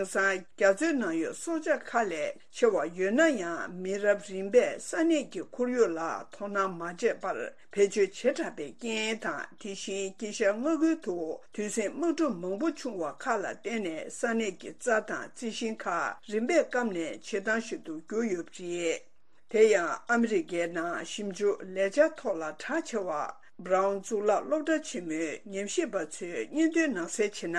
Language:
Tibetan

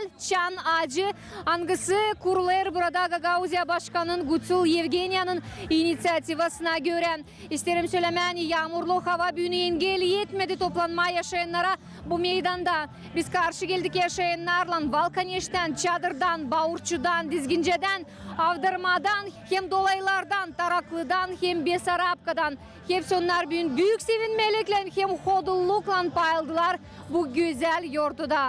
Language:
Gagauz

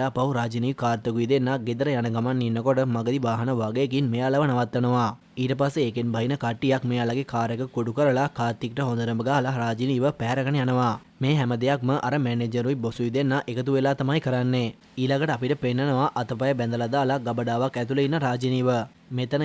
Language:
Sinhala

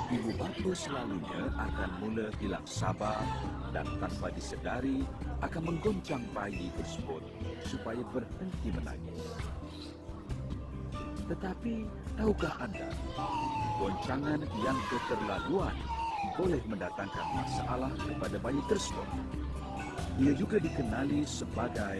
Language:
Malay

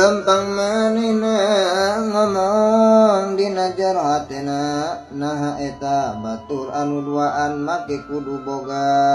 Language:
Sundanese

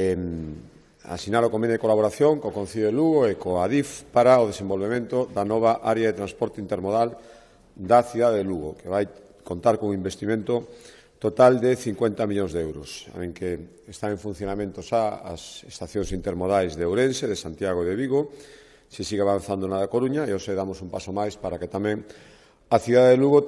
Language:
Galician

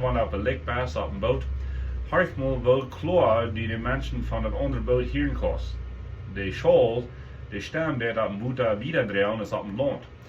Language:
Plautdietsch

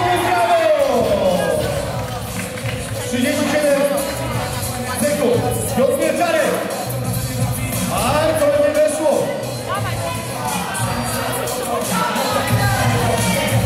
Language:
Polish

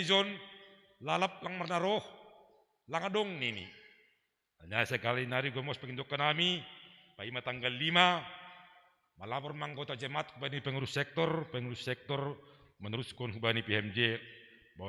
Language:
Batak Simalungun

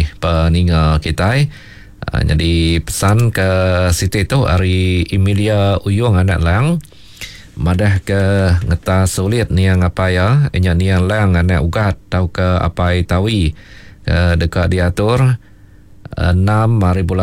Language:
Iban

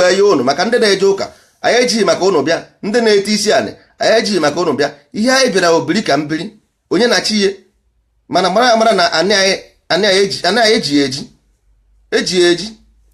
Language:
Igbo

